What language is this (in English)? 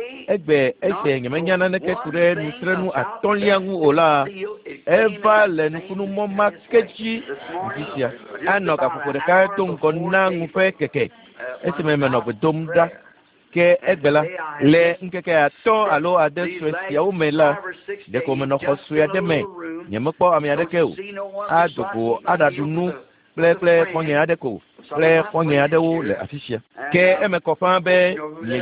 Ewe